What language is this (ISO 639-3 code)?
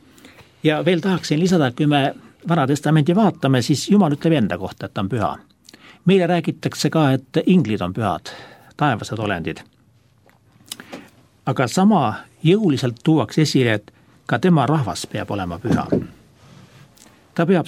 est